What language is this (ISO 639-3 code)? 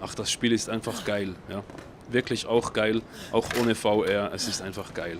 gsw